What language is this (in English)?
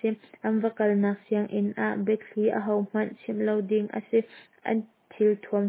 Hakha Chin